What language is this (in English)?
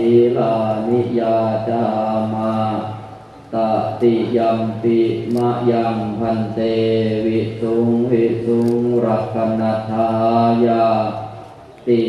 Pali